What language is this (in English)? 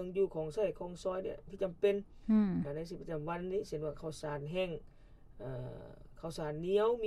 Lao